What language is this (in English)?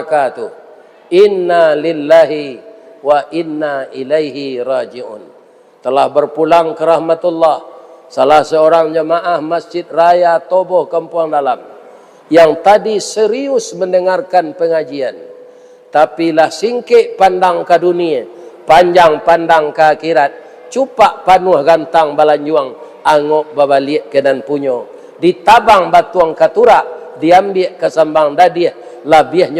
Minangkabau